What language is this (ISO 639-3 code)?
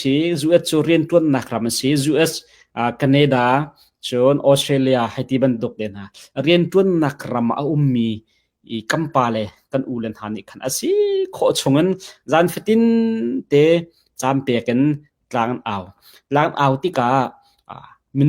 cnh